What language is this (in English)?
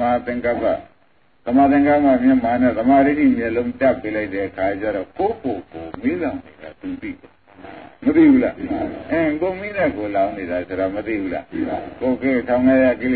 Burmese